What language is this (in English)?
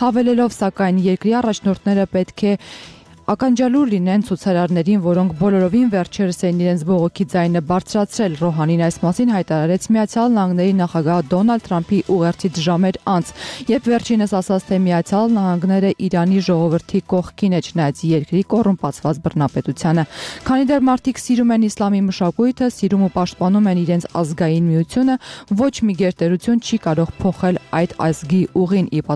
Armenian